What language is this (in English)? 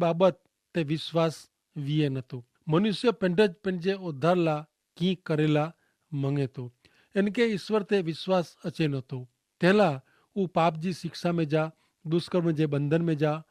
Kachhi